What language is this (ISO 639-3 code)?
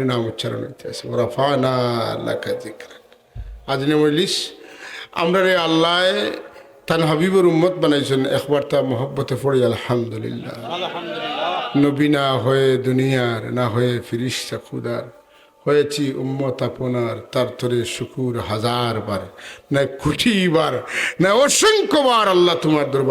syl